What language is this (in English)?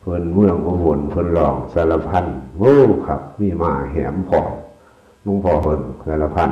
Northeastern Thai